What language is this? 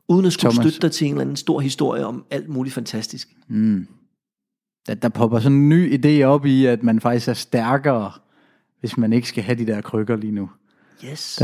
Danish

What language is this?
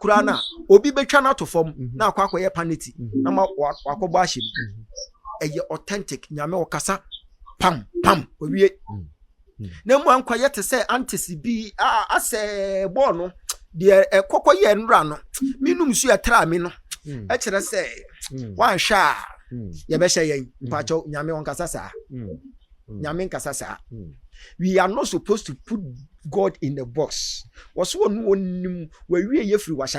Akan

